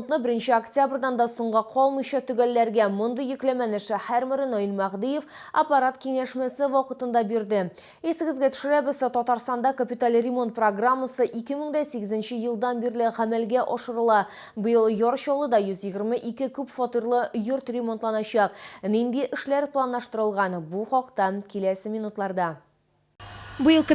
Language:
Tatar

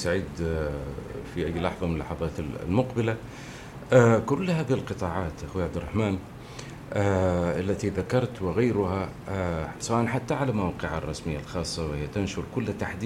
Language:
Arabic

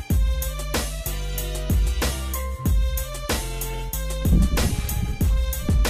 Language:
Slovak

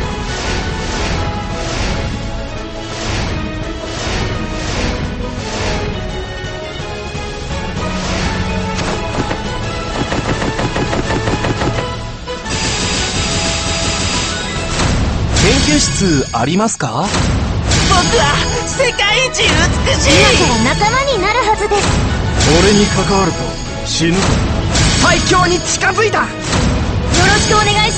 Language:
Japanese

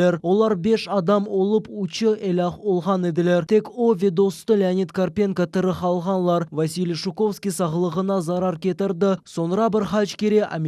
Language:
Crimean Tatar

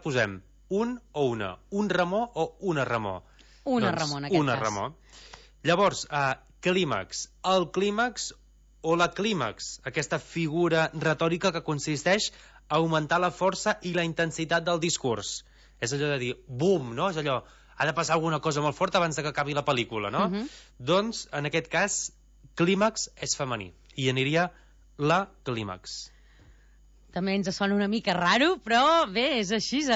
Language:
Catalan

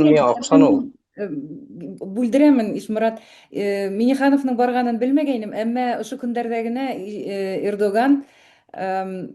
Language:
Bashkir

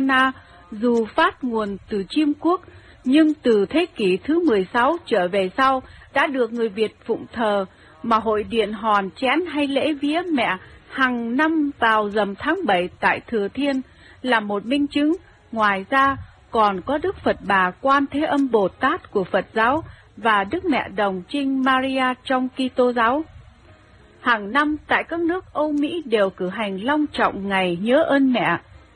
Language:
Vietnamese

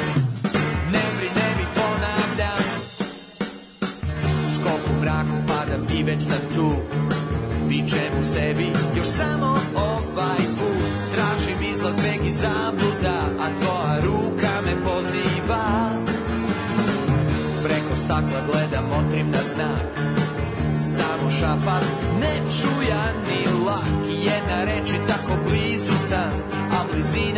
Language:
Serbian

